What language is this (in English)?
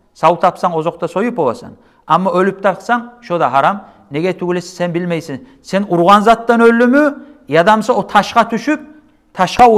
Kumyk